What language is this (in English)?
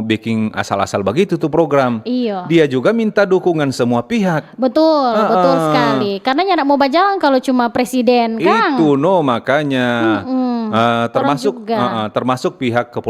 Manado Malay